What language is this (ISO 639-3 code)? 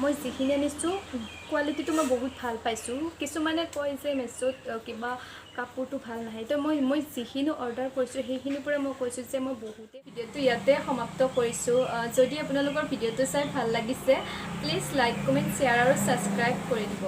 asm